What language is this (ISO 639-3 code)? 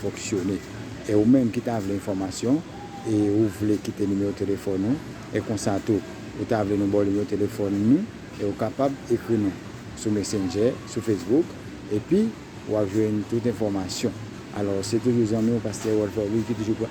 hat